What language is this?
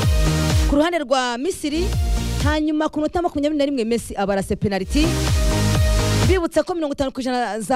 Kinyarwanda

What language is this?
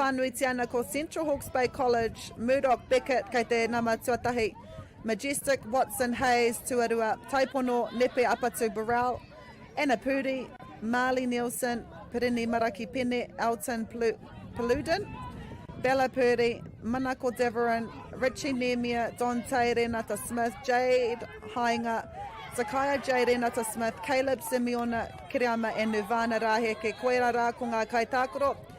Māori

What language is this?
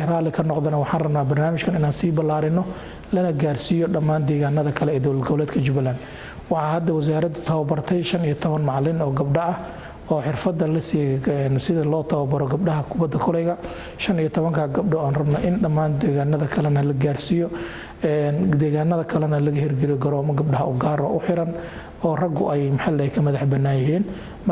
Somali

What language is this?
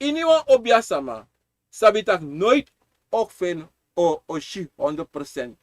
Sranan Tongo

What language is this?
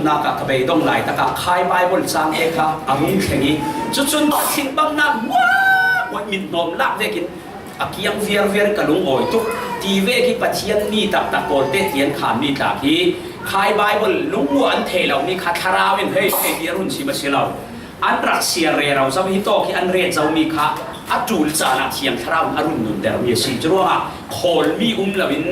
Falam Chin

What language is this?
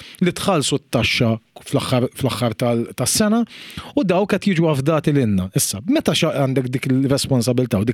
Maltese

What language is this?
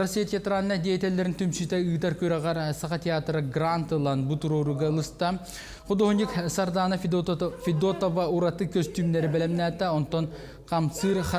Yakut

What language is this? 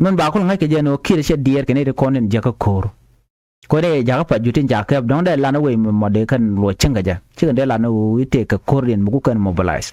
Nuer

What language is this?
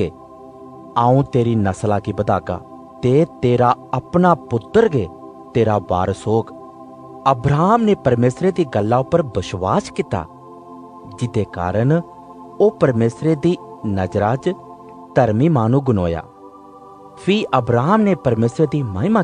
Dogri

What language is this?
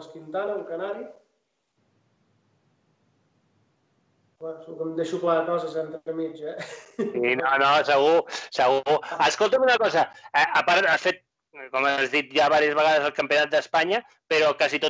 Catalan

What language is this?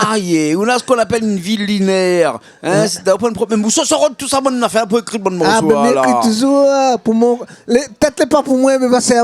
Réunion Creole French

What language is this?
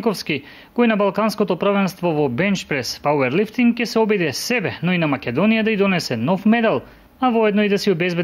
Macedonian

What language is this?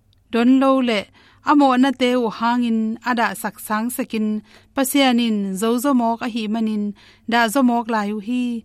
Tedim Chin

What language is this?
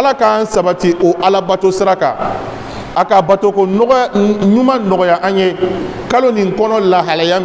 Bambara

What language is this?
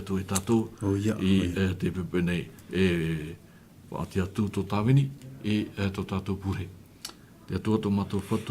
Tahitian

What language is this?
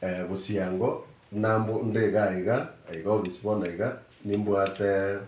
Gusii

